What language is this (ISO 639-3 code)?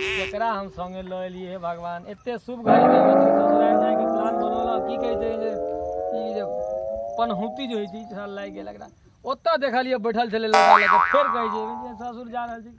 mai